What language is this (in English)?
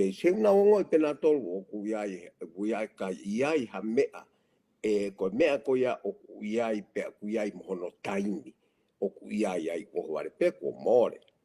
Tongan